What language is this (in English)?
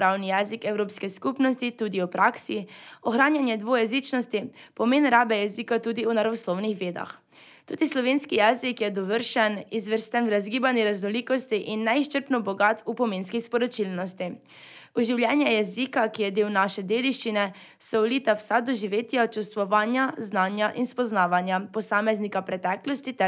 Slovenian